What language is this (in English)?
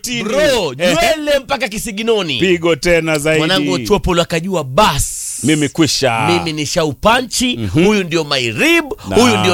Swahili